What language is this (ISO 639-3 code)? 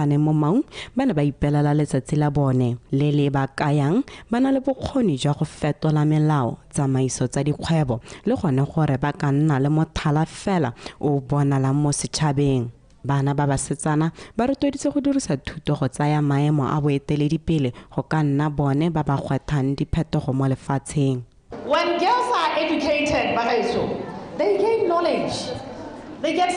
tsn